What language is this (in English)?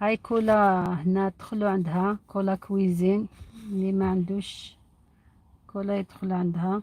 Algerian Arabic